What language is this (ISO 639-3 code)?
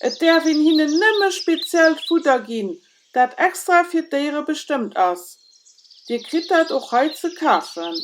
ltz